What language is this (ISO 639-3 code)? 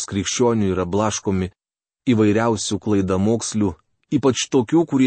lit